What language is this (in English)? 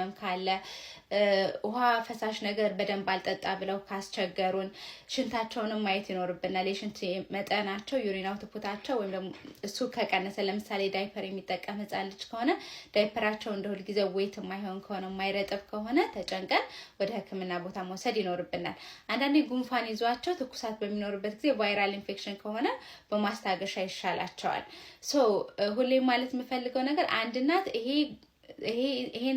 Amharic